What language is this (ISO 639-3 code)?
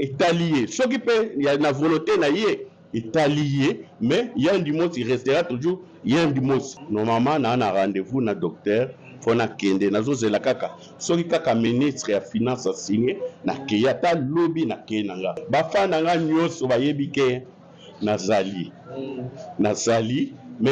lin